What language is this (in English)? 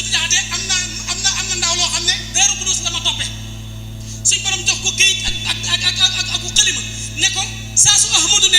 Wolof